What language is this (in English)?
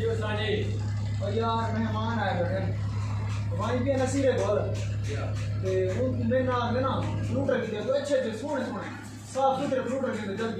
Saraiki